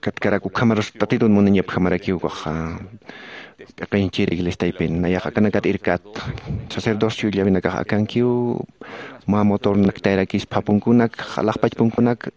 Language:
Aymara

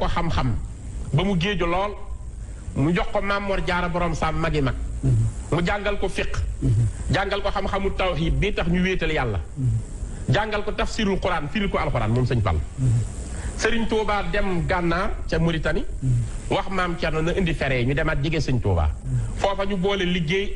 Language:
Wolof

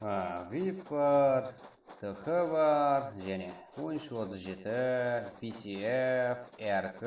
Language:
Kara-Kalpak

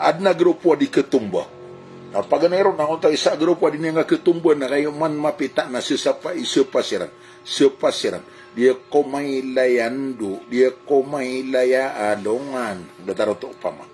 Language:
Maranao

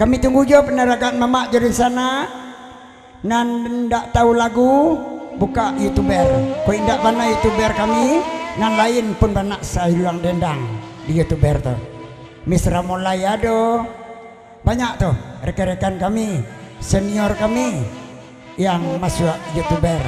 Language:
Minangkabau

